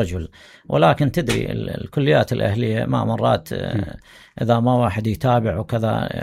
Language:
Mesopotamian Arabic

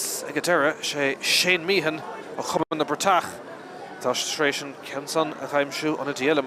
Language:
Irish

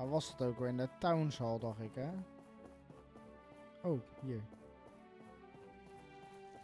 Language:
Dutch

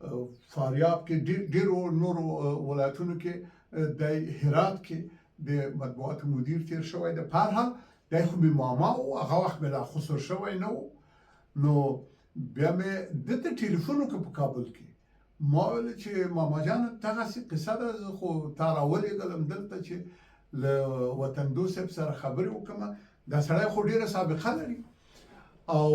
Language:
Pashto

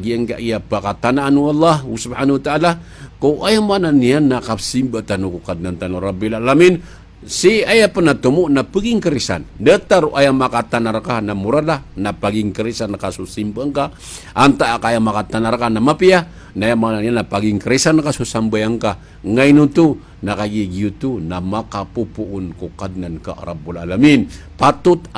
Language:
Maranao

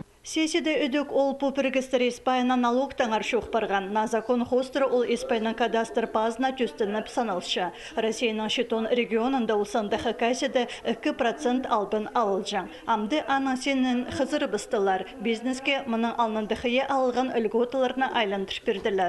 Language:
Khakas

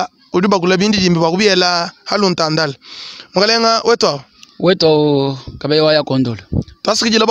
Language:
Luba-Lulua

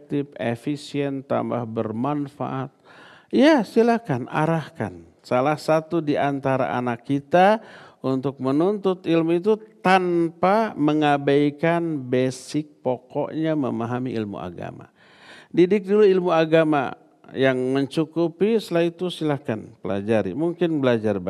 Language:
Indonesian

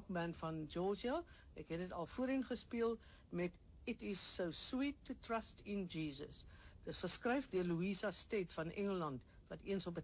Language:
Afrikaans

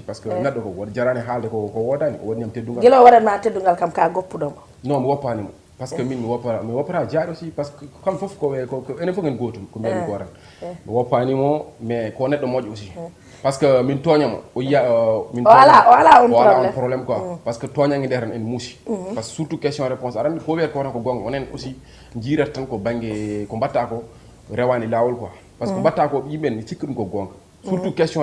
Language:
Fula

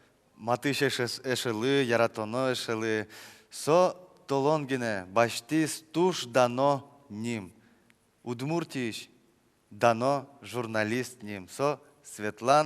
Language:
Udmurt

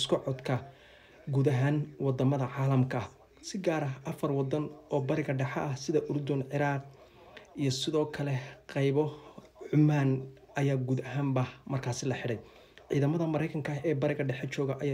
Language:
Somali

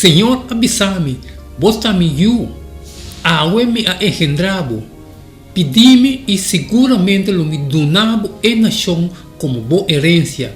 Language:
Papiamento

